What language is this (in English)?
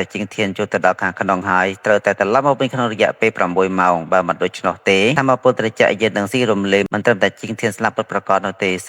Khmer